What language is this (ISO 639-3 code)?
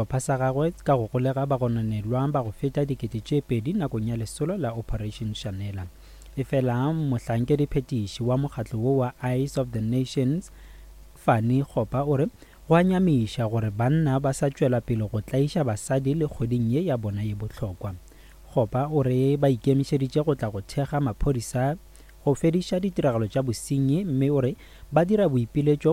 nso